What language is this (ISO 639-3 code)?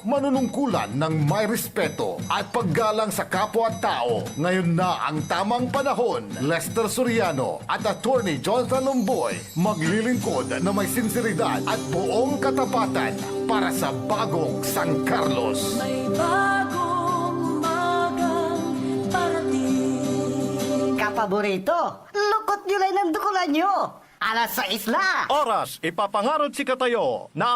pag